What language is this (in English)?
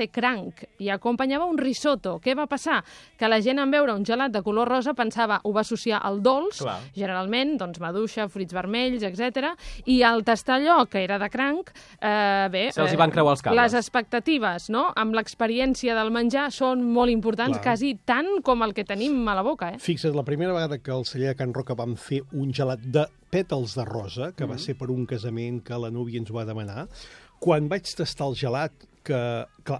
Catalan